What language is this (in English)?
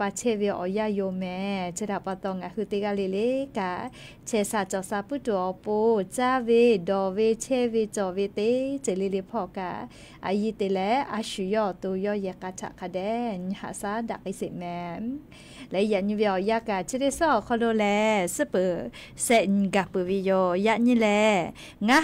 Lahu